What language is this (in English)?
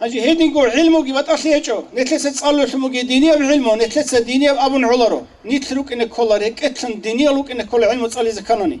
Avaric